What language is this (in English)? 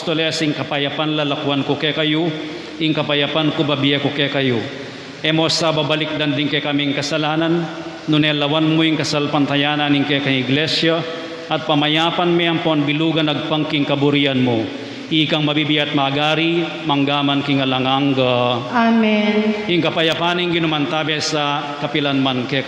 Pampanga